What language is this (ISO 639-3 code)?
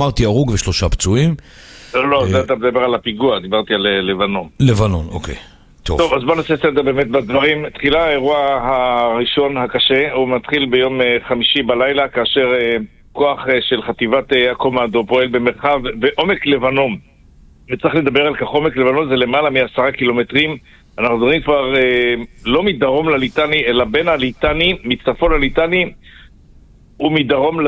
heb